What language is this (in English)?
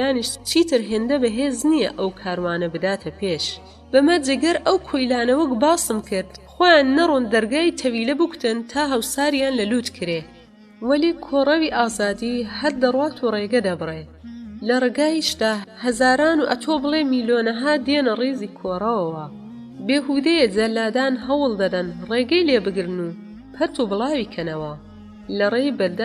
Central Kurdish